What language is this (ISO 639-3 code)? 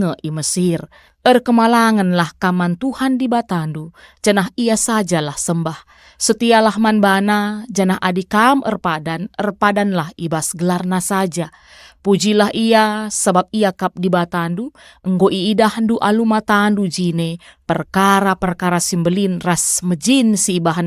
btx